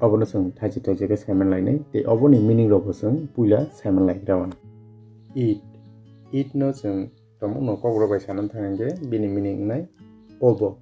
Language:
Kok Borok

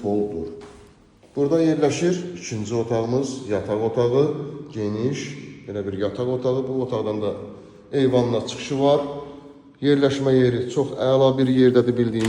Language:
Azerbaijani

